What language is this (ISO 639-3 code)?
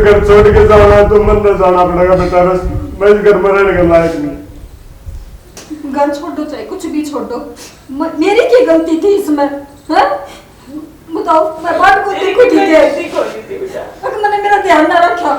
bgc